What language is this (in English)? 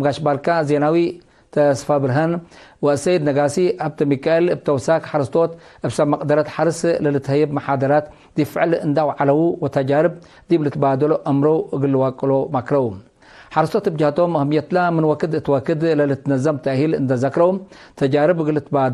Tigre